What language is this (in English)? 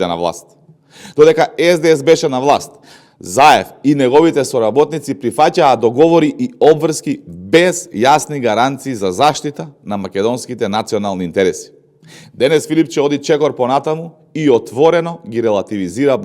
Macedonian